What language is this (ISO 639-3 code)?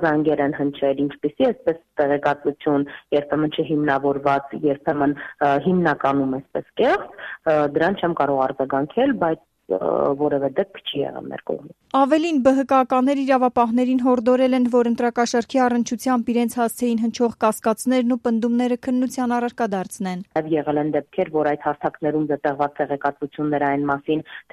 hye